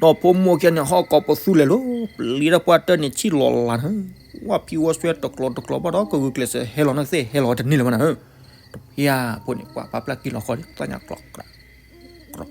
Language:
S'gaw Karen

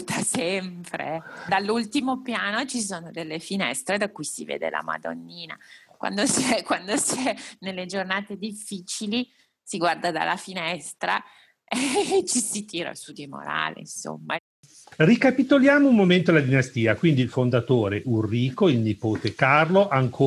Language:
Italian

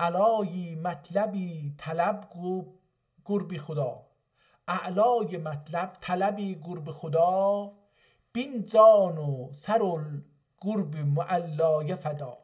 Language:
South Azerbaijani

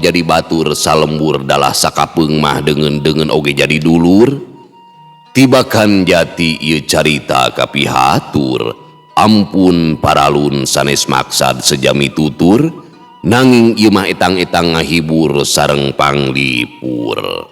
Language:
Sundanese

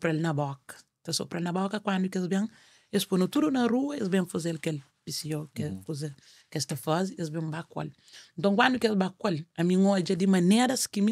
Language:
Kabuverdianu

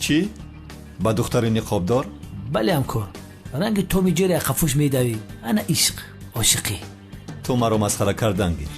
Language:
Tajik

